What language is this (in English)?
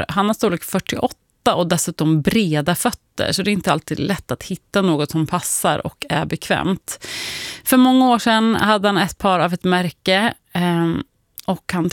Swedish